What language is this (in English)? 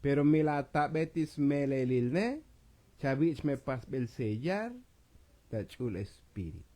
Tzotzil